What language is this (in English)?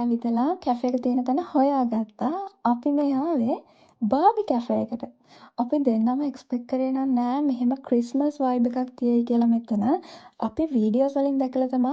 Sinhala